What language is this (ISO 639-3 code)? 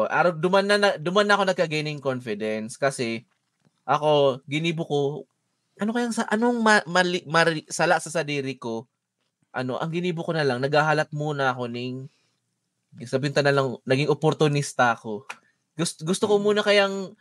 bik